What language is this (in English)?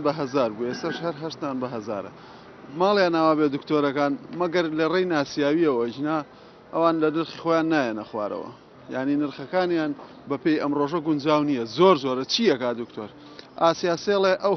Central Kurdish